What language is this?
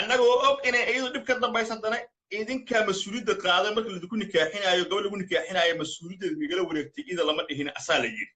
Somali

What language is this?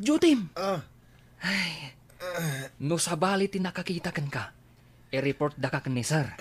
Iloko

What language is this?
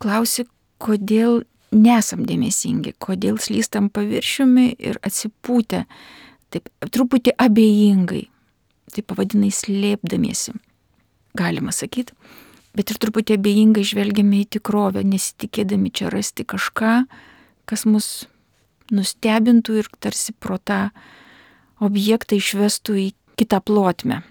Lithuanian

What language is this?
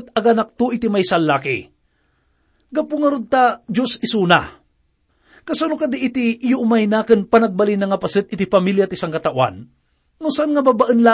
Iloko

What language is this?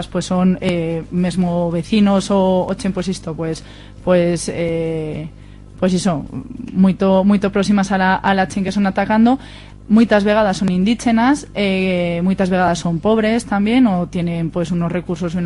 Aragonese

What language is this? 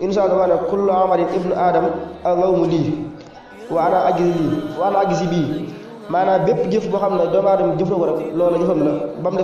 Wolof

